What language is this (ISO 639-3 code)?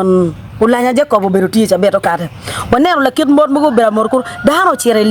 ach